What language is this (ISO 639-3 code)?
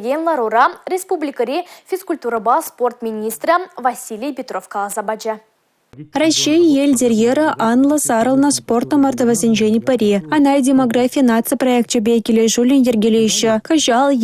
chv